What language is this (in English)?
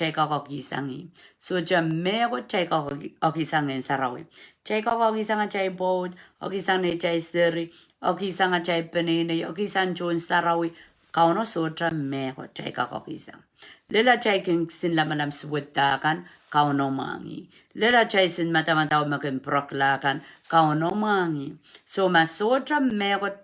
Pohnpeian